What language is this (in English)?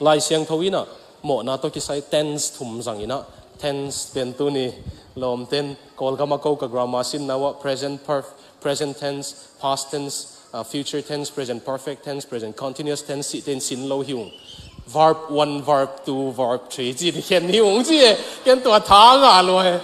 Tedim Chin